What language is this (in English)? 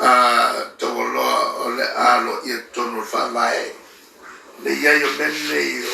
Samoan